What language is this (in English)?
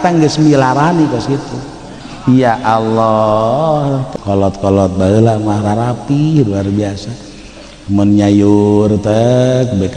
Sundanese